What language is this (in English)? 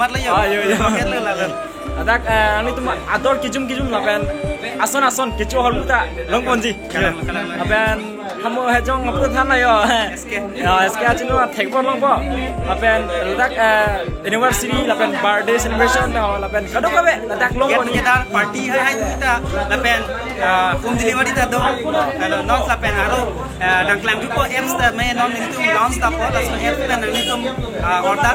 Karbi